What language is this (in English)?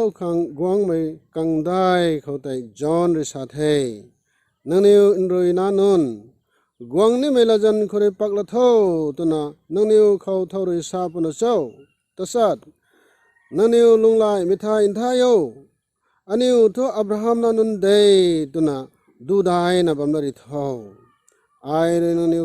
Rongmei Naga